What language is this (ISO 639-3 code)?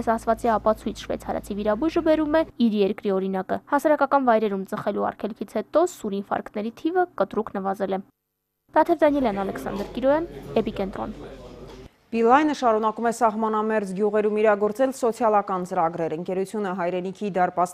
hye